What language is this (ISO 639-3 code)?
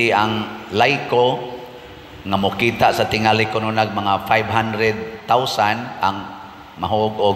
ceb